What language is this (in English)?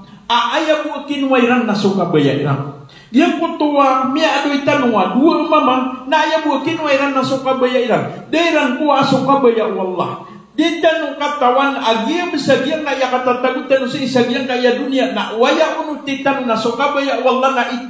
Maranao